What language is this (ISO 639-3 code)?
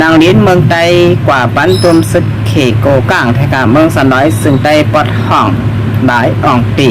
shn